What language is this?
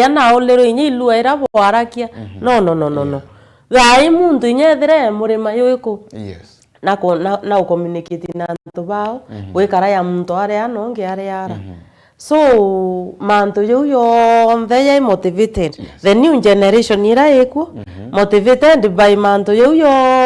Meru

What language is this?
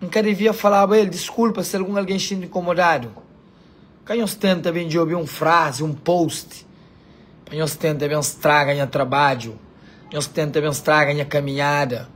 Kabuverdianu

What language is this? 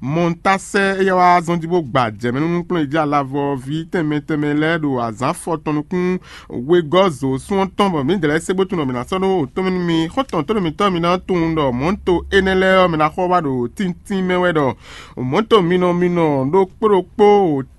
Fon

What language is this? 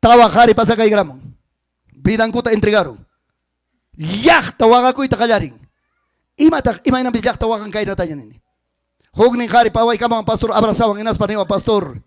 Ayacucho Quechua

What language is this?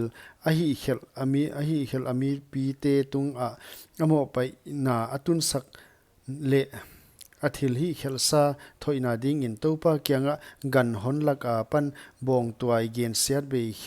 Paite Chin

